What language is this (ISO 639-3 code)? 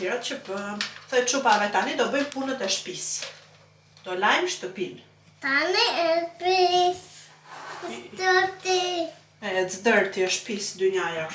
sqi